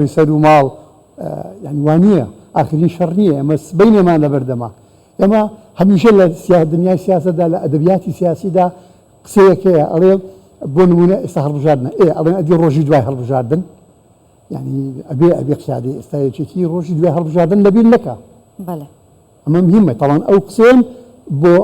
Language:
Central Kurdish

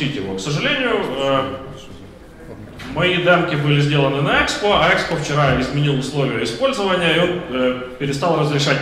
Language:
Russian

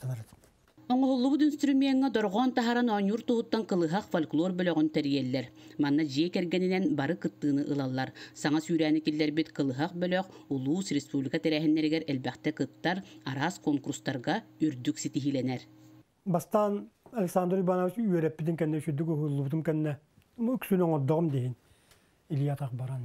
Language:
Yakut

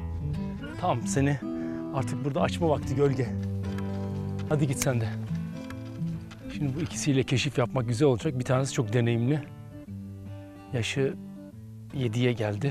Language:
Turkish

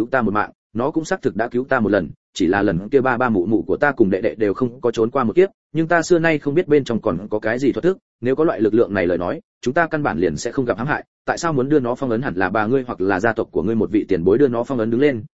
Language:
Vietnamese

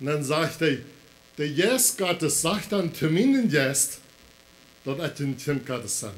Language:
Plautdietsch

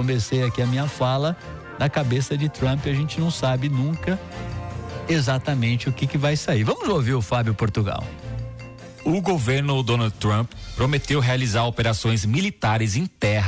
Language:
Portuguese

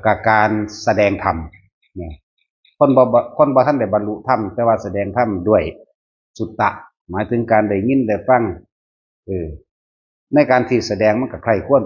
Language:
Northeastern Thai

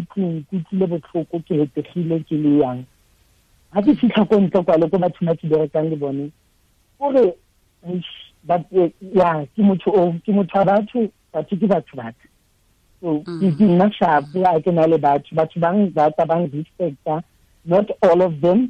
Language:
Tswana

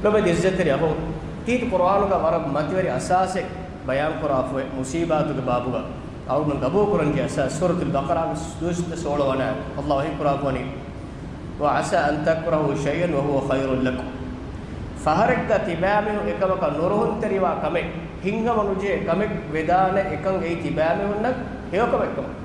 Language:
Divehi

